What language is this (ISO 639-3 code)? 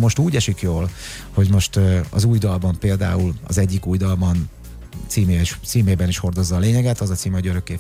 hun